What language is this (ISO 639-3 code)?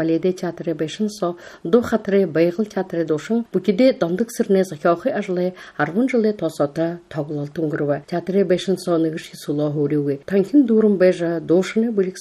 bua